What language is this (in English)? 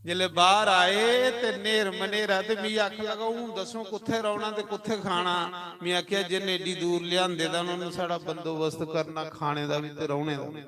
Dogri